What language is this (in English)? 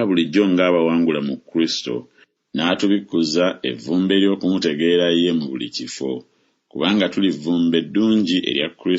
Ganda